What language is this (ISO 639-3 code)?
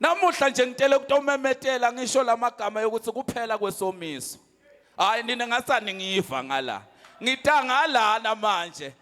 zul